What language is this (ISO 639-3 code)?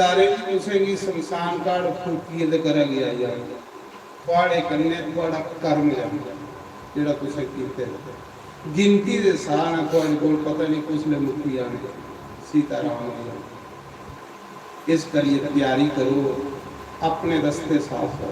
doi